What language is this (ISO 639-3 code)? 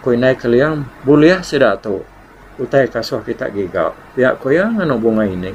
iba